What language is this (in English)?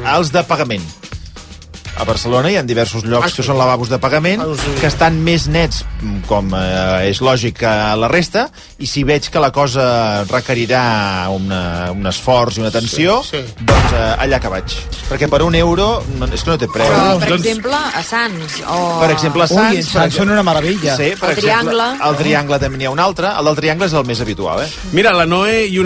Catalan